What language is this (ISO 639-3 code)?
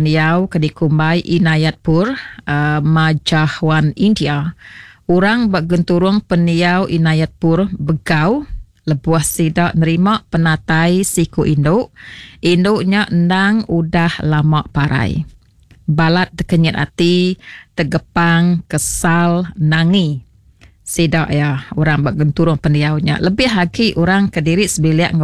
iba